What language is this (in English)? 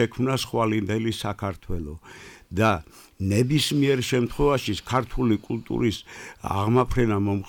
Georgian